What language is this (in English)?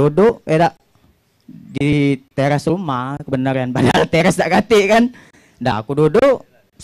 Musi